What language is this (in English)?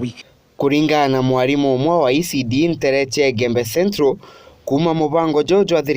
Meru